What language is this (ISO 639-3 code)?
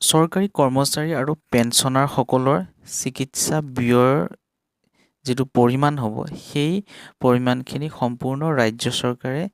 asm